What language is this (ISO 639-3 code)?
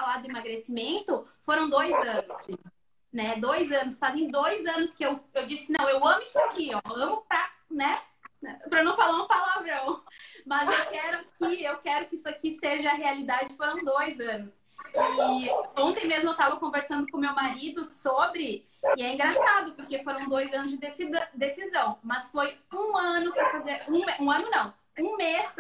por